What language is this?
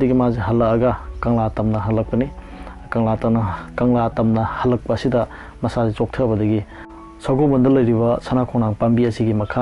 Manipuri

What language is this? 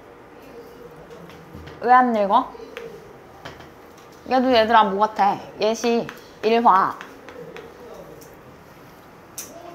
Korean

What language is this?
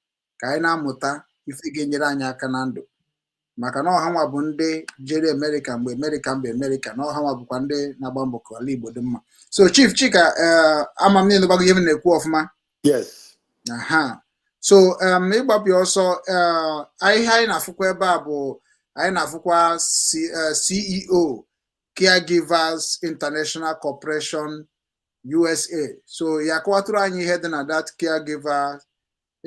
Igbo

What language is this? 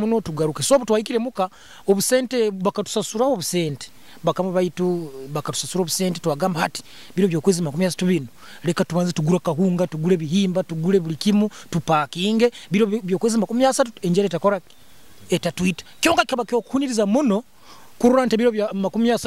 Nyoro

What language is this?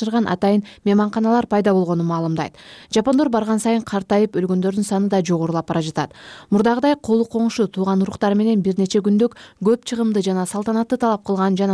Kyrgyz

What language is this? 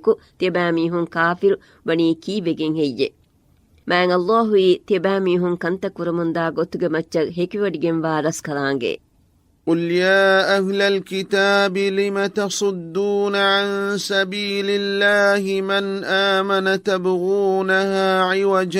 Divehi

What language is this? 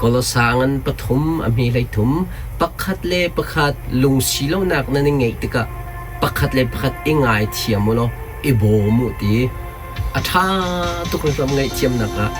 Hakha Chin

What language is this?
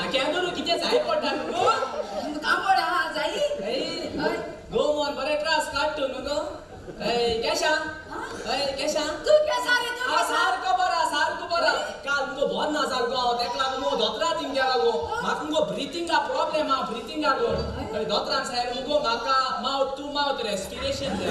Konkani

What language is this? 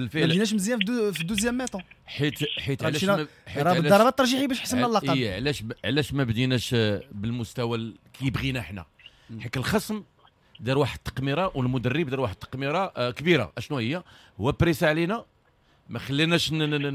Moroccan Arabic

